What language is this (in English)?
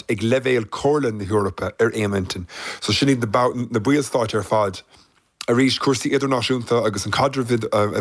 Irish